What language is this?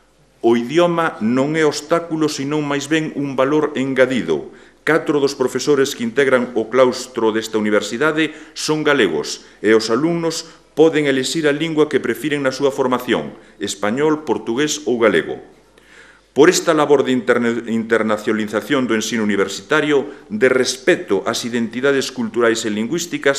Galician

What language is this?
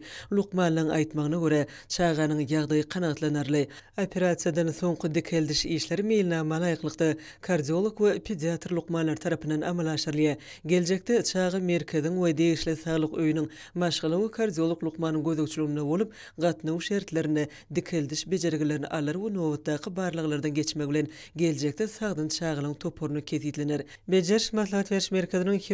Turkmen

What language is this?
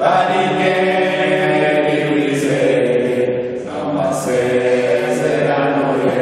Kinyarwanda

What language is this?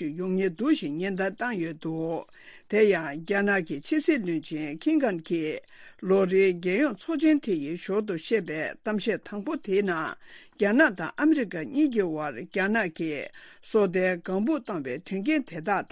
Tibetan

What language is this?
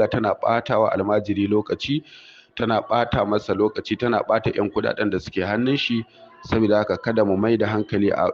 Hausa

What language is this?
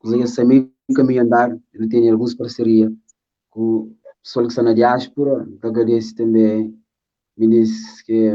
Kabuverdianu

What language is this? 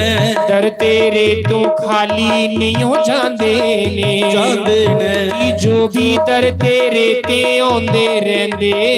Dogri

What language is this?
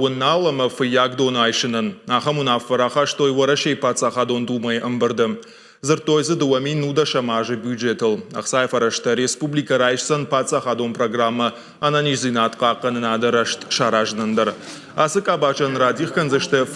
Ossetic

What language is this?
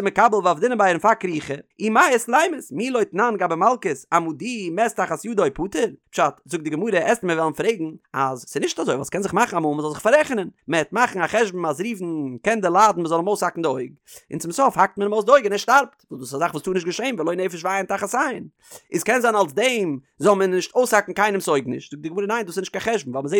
Yiddish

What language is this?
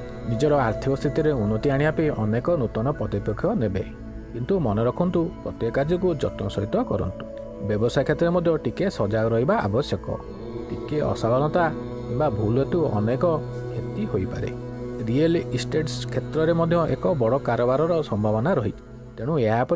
Odia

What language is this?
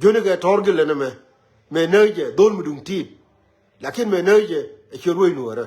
Nuer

